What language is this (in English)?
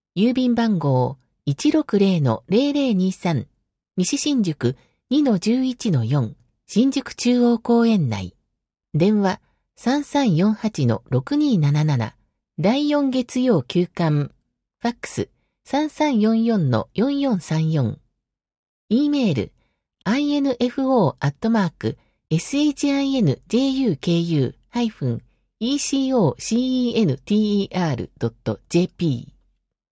Japanese